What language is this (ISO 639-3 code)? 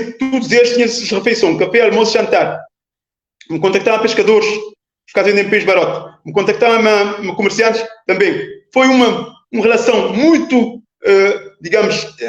kea